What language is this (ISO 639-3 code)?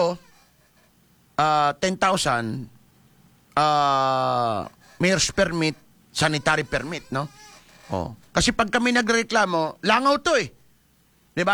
fil